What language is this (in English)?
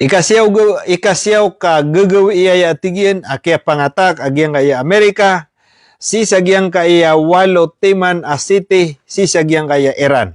Maranao